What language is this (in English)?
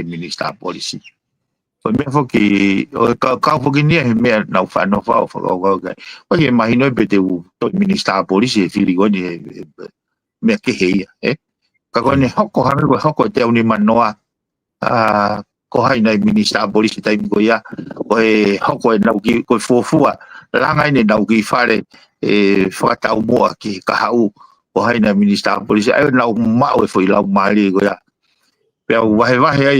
Tongan